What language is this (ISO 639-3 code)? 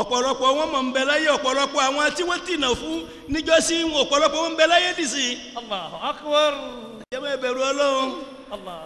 yor